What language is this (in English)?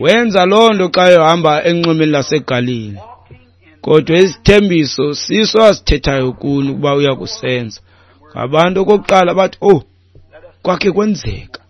Xhosa